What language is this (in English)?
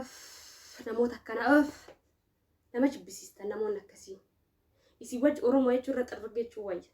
Oromo